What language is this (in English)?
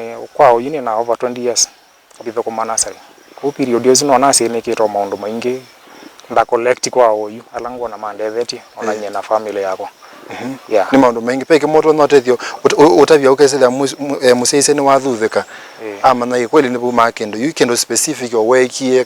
Kamba